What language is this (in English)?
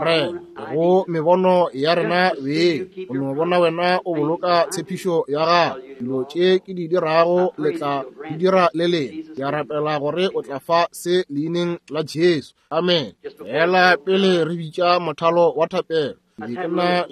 Northern Sotho